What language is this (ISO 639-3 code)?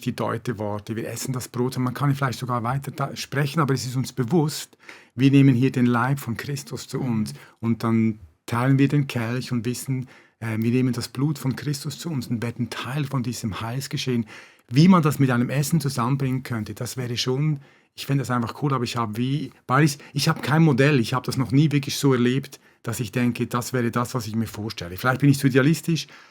gsw